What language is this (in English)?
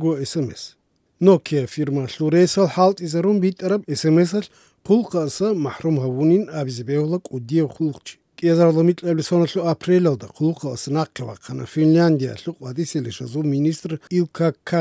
Avaric